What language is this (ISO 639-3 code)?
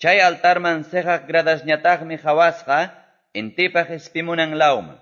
que